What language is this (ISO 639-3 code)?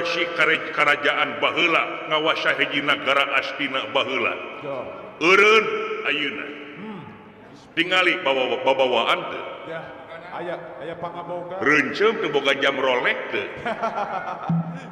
sun